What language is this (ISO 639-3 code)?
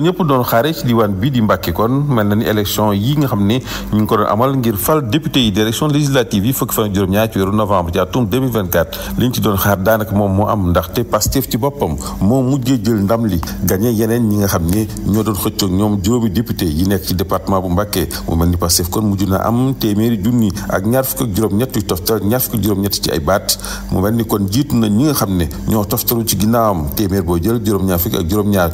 wol